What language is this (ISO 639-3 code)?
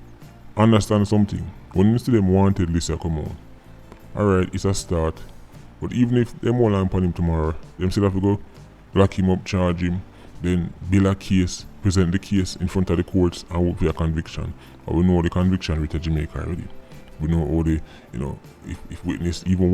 jam